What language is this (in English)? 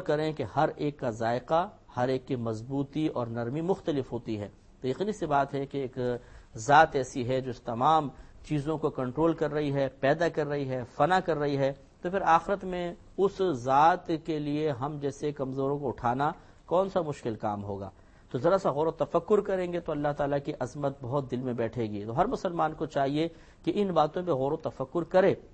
Urdu